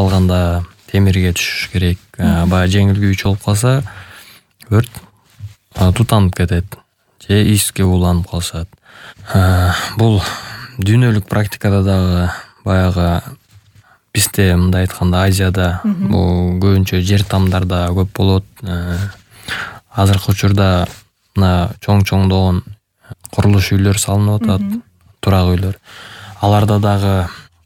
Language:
Kyrgyz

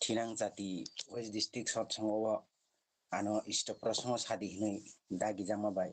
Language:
Kok Borok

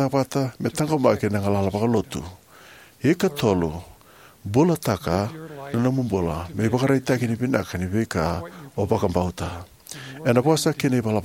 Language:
Fijian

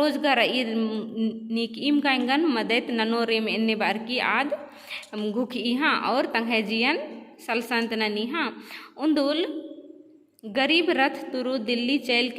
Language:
Kurukh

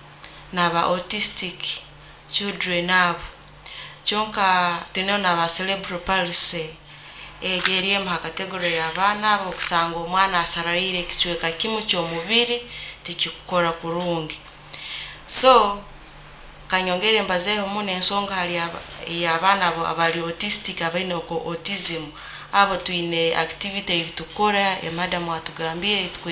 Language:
Nyoro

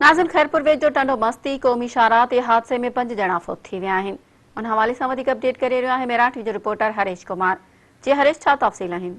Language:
Sindhi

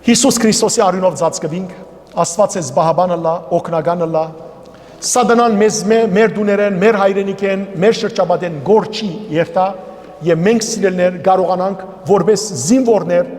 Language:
Western Armenian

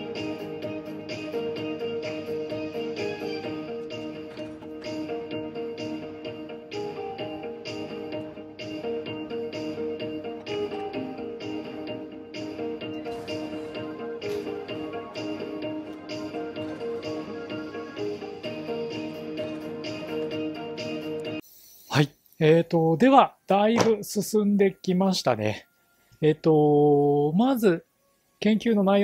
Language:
Japanese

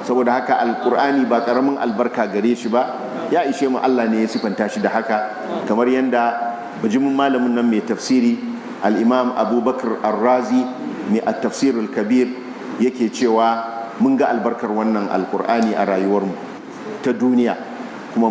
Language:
Hausa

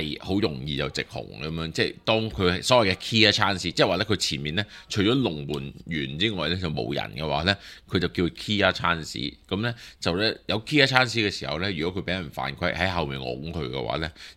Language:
Cantonese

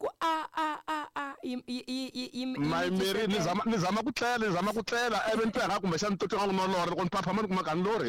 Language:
Tsonga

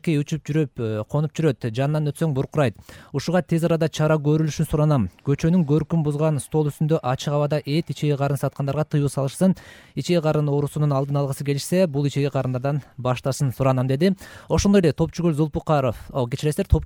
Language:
Kyrgyz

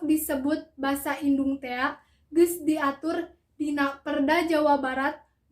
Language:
Sundanese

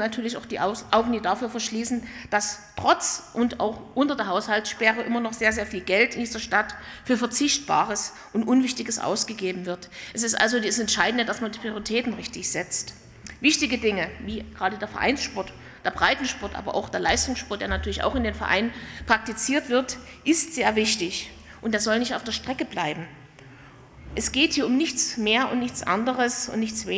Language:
German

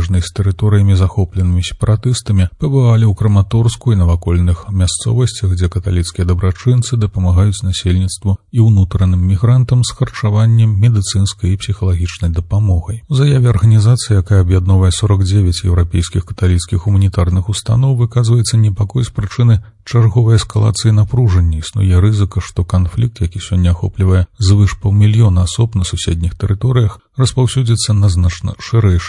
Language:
Belarusian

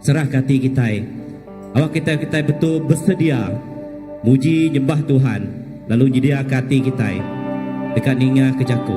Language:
Iban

